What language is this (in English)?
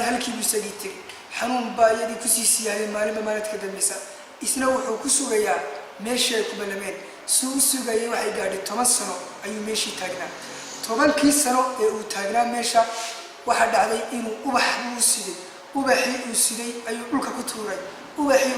Somali